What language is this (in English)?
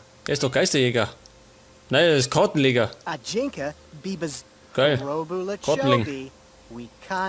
Bavarian